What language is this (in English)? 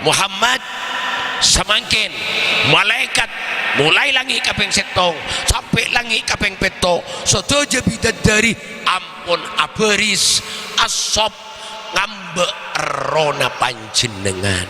Madurese